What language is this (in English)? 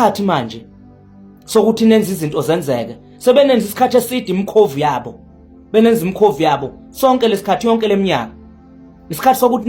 Zulu